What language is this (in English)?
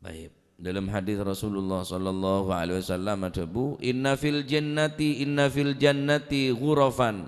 Madurese